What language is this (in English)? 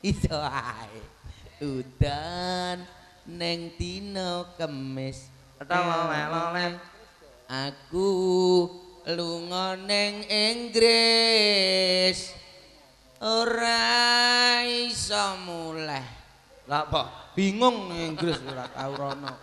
Javanese